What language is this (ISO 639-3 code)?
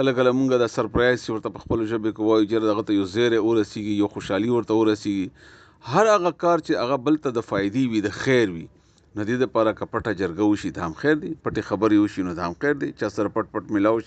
pus